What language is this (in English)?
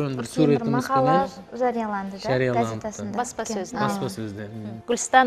Kara-Kalpak